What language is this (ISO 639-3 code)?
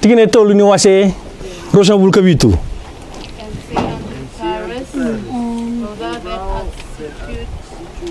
fij